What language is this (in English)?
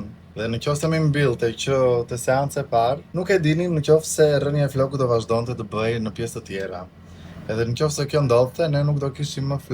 Albanian